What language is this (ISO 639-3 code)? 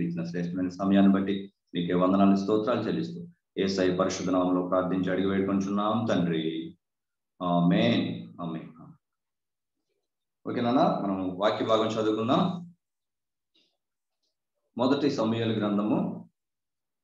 tel